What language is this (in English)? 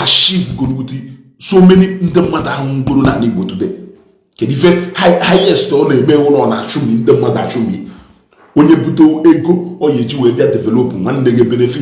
Igbo